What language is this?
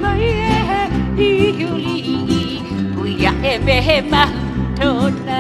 Hawaiian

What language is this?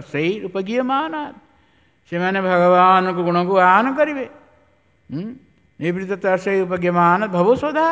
Odia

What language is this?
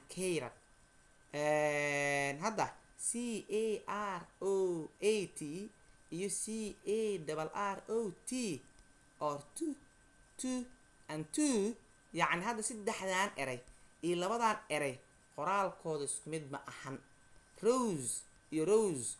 Somali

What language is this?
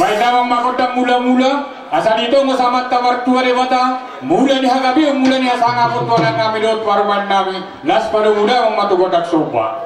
Batak Toba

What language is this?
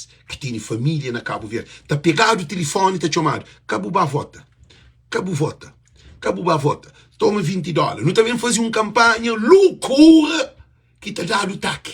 Kabuverdianu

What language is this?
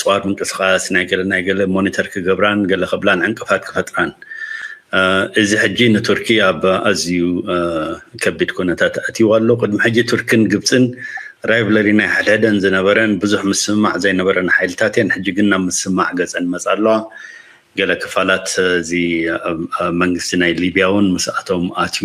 Tigrinya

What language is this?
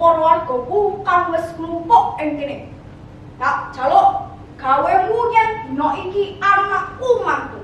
Javanese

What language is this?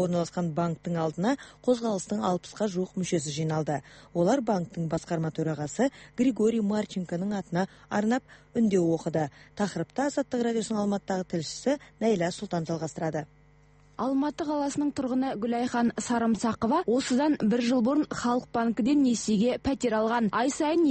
Kazakh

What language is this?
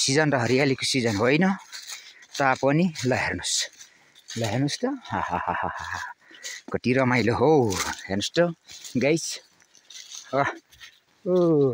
Nepali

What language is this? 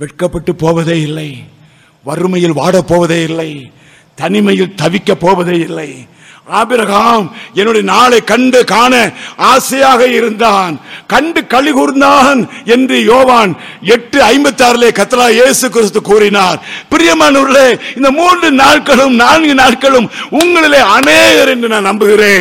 Tamil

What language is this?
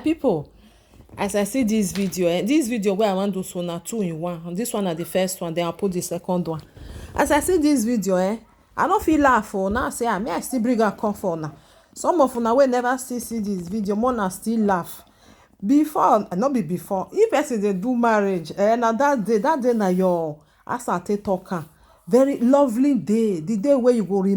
Nigerian Pidgin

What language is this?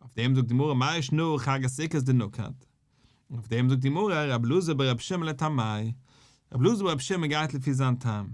Yiddish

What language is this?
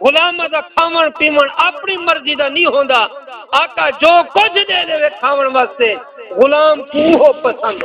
Saraiki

